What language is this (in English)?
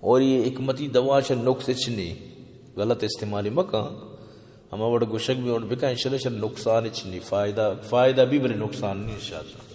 Baluchi